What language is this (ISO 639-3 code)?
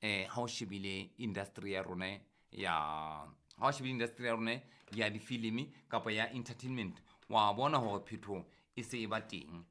sot